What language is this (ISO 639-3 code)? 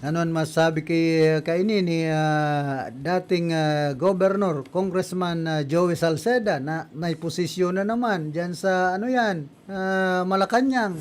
bik